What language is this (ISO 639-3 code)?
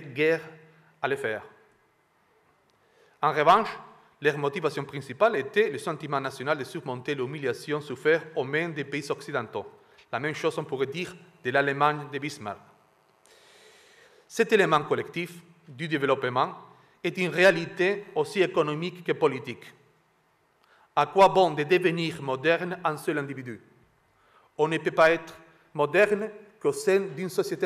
fra